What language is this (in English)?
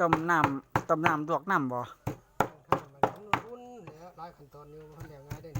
Northeastern Thai